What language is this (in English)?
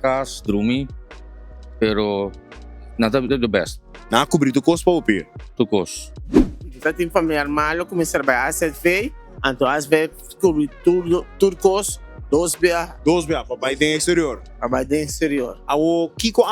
Papiamento